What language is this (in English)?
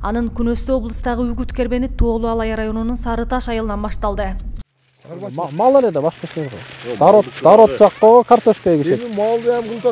Kyrgyz